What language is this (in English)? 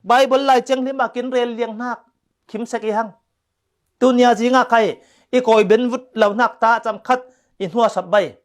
Falam Chin